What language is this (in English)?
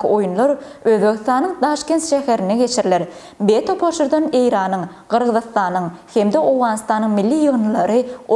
Turkmen